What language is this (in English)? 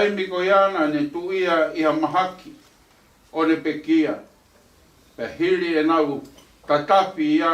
Tongan